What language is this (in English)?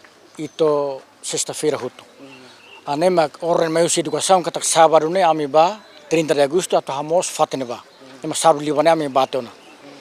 Tetum